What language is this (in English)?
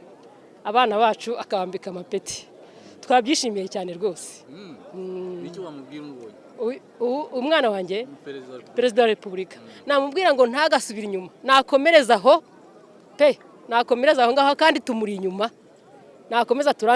Kinyarwanda